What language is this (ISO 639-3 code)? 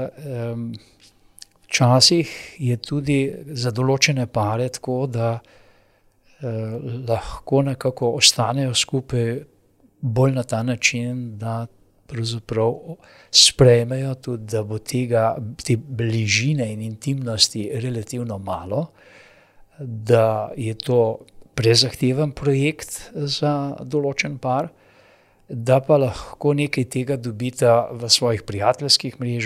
slv